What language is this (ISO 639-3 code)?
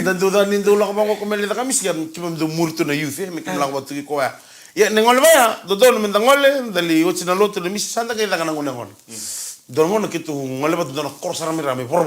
fij